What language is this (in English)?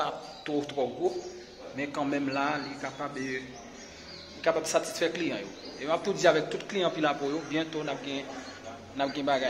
Haitian Creole